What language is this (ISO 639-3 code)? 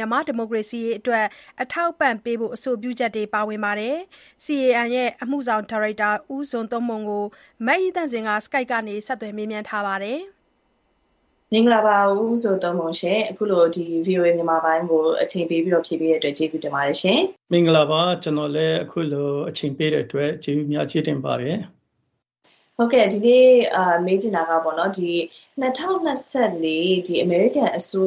mya